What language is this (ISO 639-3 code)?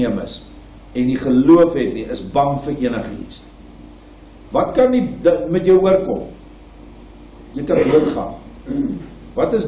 afr